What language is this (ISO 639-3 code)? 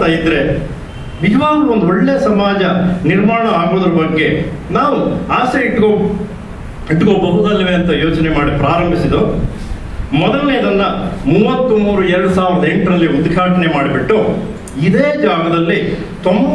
kan